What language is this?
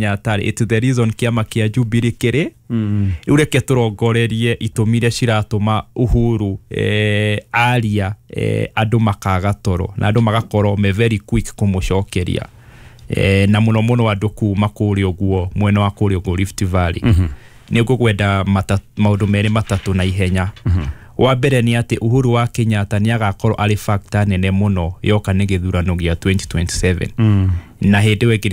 Kikuyu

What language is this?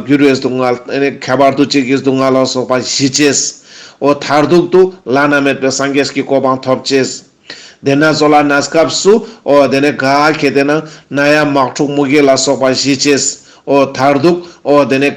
Ladakhi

